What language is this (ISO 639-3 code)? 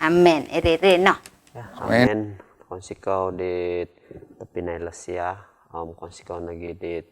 dtp